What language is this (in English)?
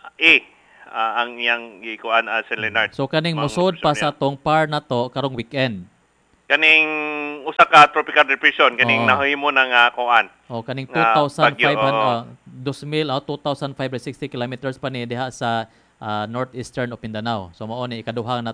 Cebuano